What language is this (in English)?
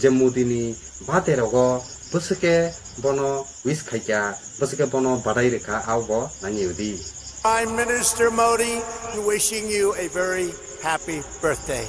Kok Borok